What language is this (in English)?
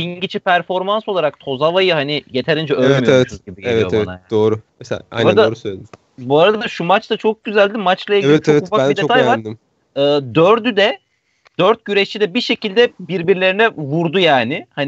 Turkish